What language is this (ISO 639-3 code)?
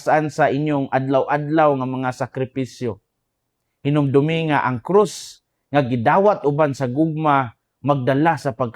ceb